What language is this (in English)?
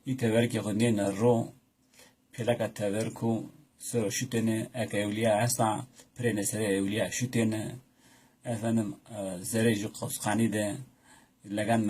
Zaza